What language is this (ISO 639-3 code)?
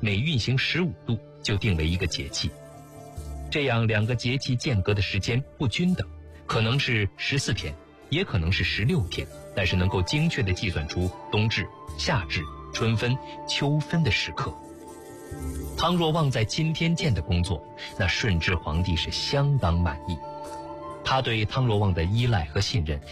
zho